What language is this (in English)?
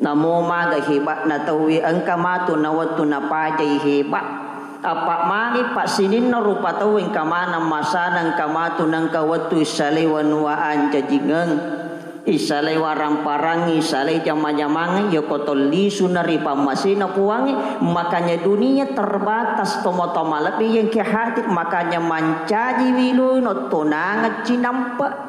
Buginese